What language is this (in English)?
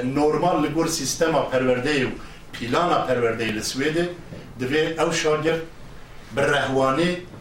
Kurdish